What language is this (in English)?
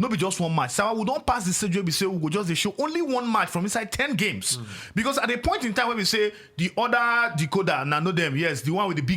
Nigerian Pidgin